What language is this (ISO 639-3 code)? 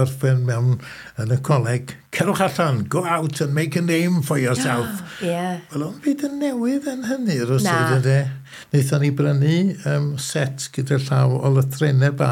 cym